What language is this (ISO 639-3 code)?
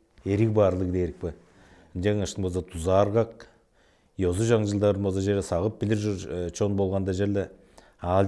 tyv